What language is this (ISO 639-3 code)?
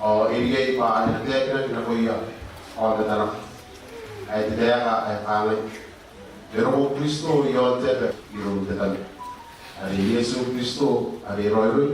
gil